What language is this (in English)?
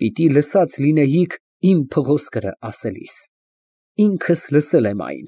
Armenian